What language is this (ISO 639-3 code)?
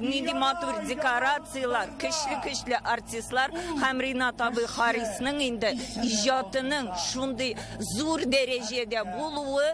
tat